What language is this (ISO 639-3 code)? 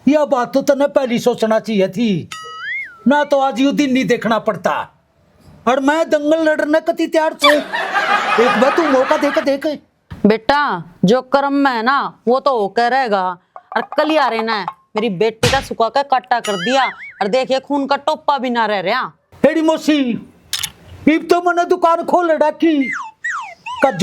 bgc